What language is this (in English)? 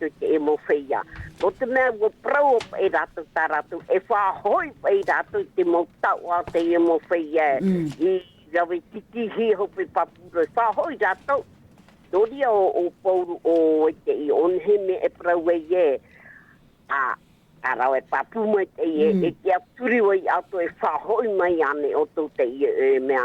Tahitian